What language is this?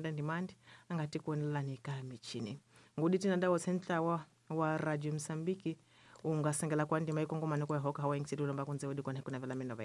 Tsonga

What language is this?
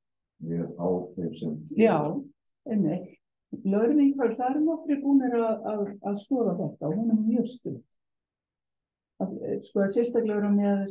Icelandic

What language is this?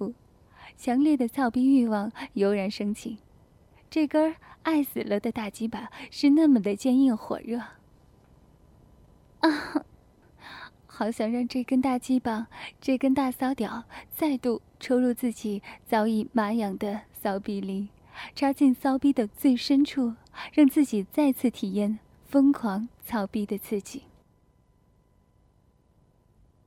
Chinese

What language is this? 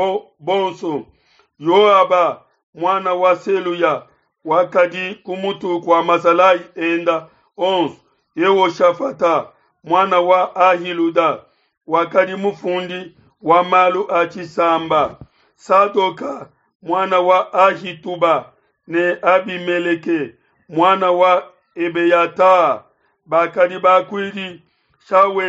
Luba-Lulua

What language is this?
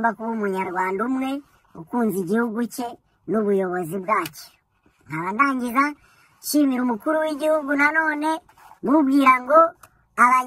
Kinyarwanda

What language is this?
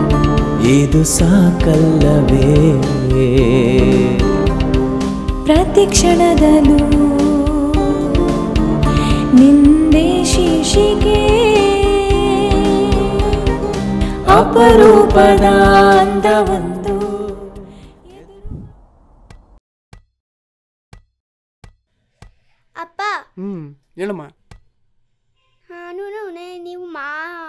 Kannada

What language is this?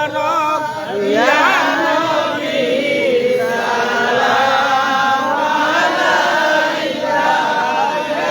Sylheti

